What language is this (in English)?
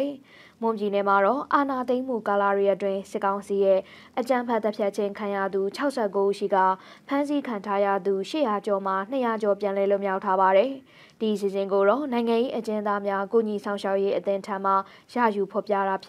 Burmese